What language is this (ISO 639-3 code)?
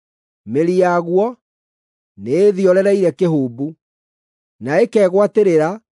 kik